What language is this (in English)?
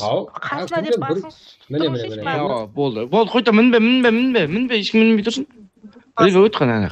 Kara-Kalpak